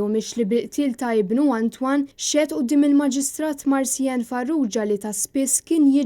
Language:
Maltese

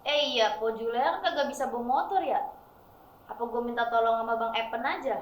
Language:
Betawi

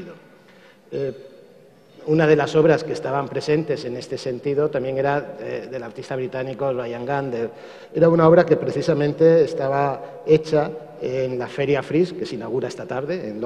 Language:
Spanish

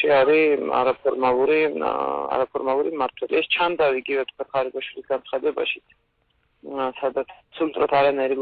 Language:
Georgian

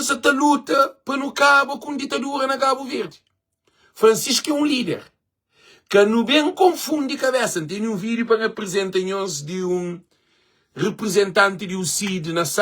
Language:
Kabuverdianu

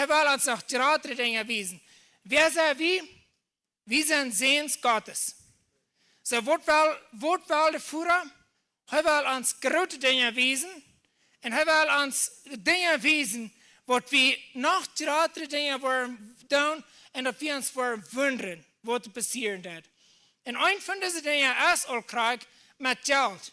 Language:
Plautdietsch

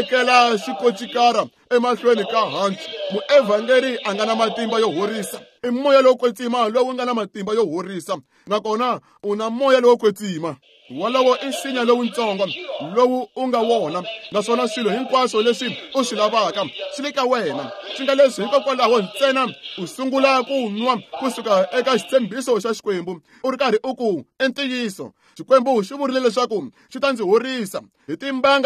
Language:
Tsonga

